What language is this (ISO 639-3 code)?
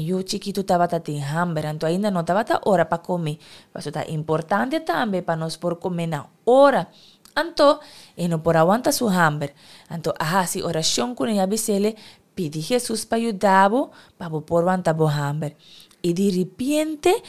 pap